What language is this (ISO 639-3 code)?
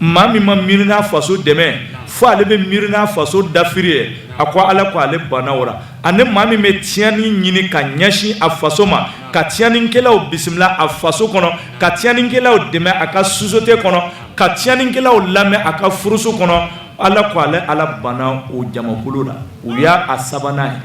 bam